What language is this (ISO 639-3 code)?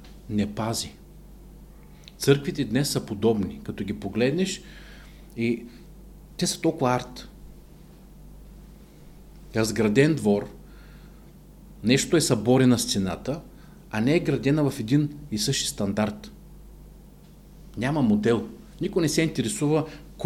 bul